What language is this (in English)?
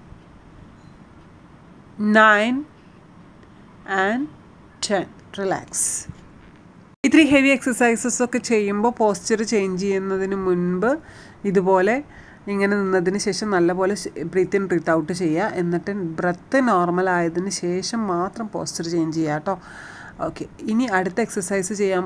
Malayalam